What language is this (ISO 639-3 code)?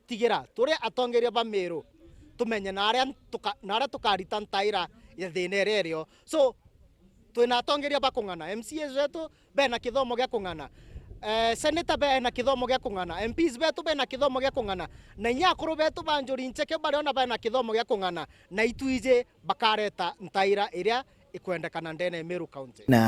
mer